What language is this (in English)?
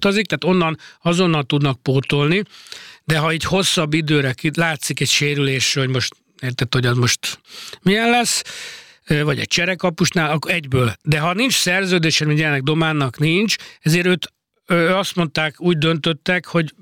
Hungarian